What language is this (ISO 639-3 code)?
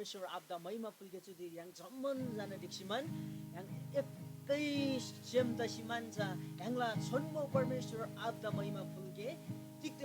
taj